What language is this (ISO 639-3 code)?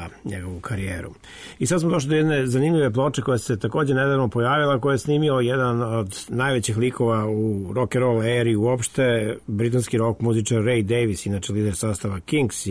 srp